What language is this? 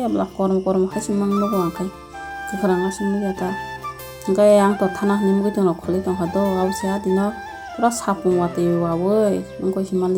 Kok Borok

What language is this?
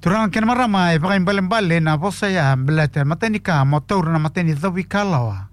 Fijian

